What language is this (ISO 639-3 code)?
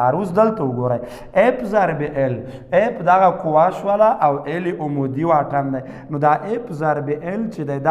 pus